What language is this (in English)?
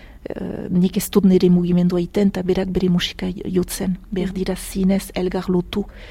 Basque